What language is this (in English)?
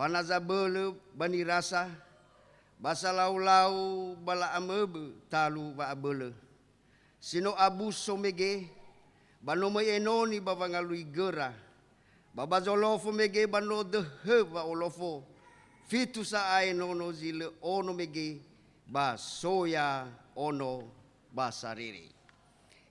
Nias